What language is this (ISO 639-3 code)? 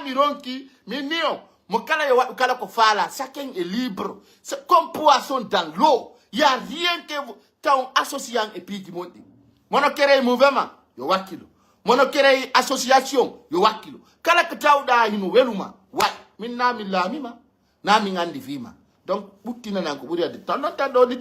fuf